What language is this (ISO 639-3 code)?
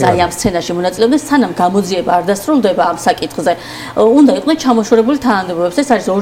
kat